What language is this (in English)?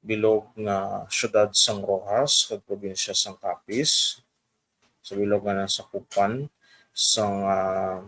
Hiligaynon